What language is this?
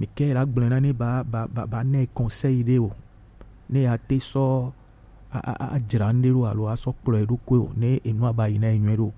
Gen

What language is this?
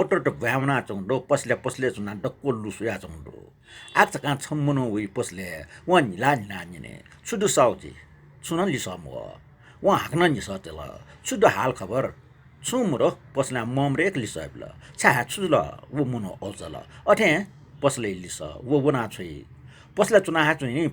Newari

